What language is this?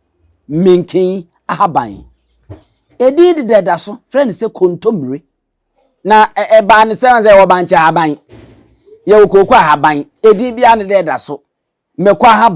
Akan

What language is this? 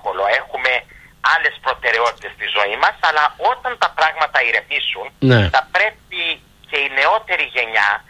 Greek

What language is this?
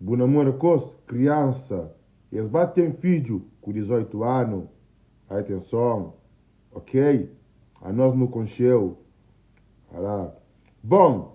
Kabuverdianu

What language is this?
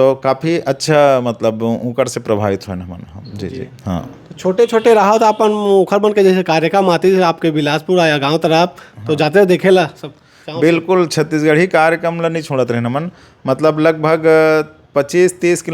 Chhattisgarhi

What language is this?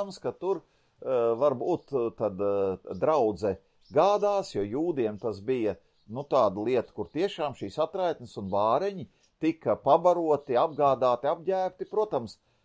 Latvian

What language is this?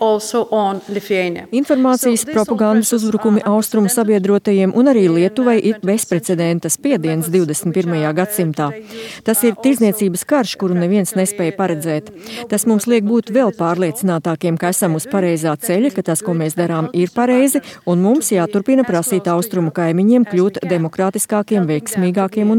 Latvian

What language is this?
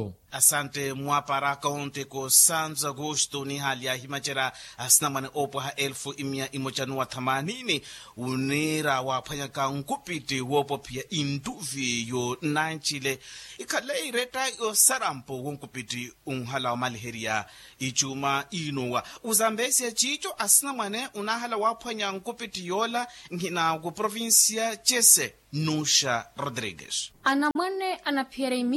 Makhuwa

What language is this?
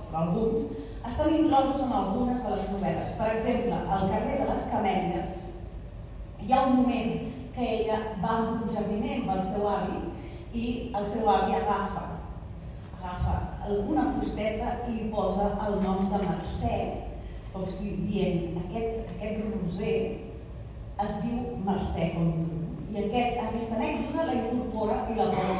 Catalan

